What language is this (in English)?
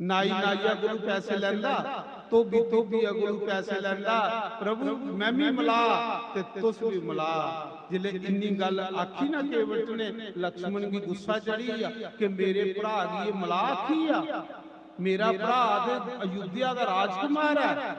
Dogri